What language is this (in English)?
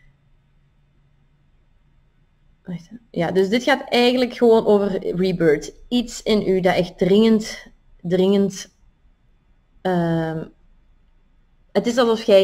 Dutch